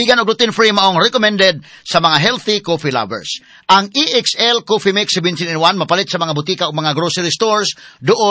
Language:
Cebuano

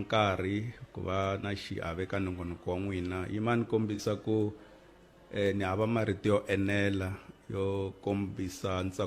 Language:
Tsonga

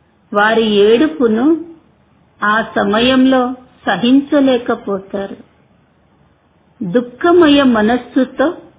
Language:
Telugu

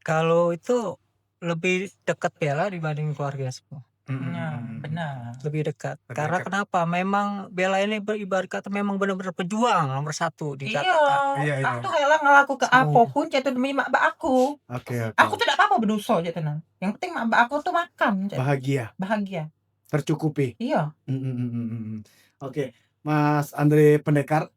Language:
Musi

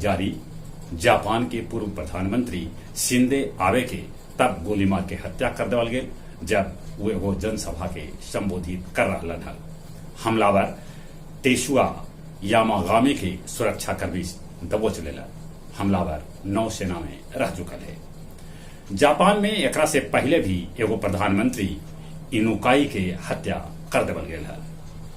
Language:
Magahi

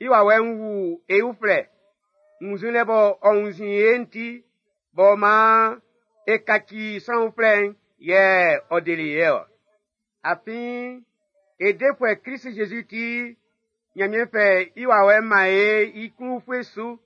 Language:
Baoulé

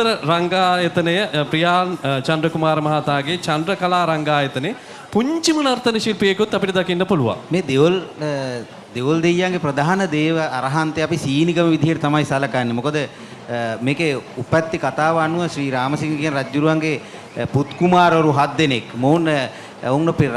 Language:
Sinhala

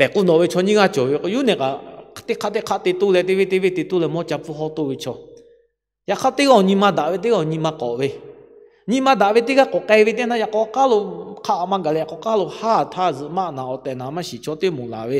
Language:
Lahu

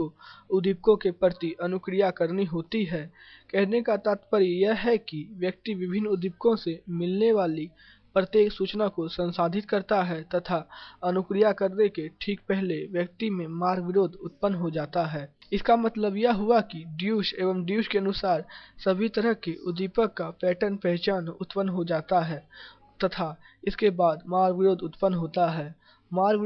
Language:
Hindi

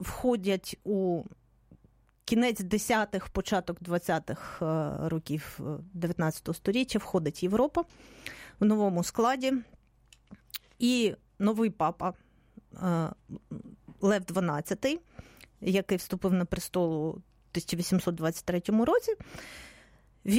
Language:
Ukrainian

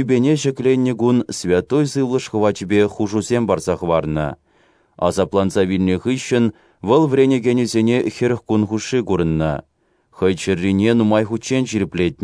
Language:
Chuvash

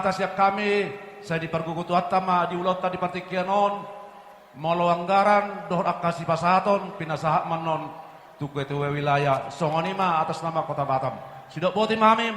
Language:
Batak Toba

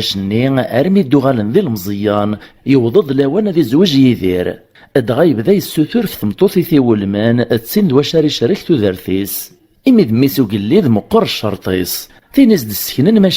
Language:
Kabyle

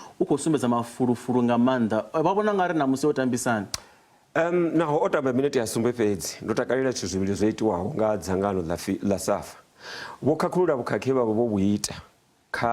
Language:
Venda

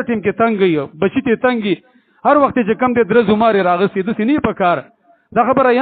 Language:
Pashto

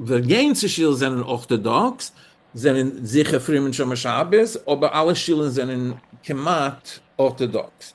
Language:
Yiddish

